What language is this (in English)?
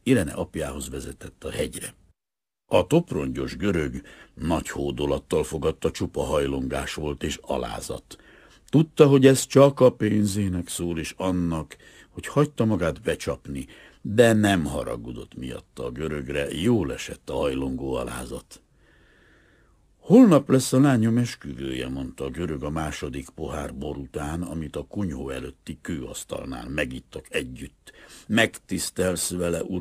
Hungarian